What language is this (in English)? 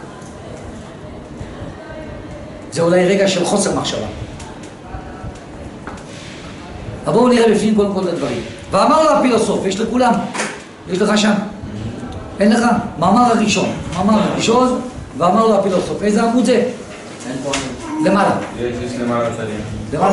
Hebrew